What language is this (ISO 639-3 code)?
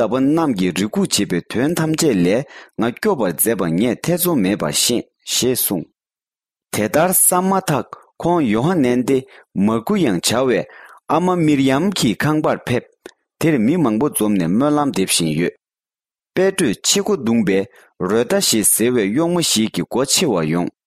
bod